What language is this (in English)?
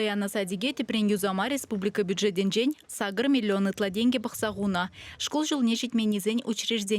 Chuvash